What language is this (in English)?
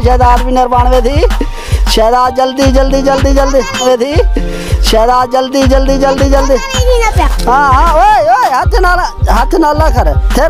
Saraiki